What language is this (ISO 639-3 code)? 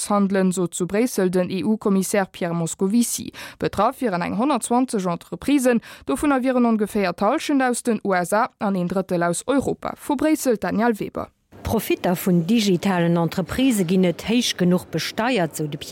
ltz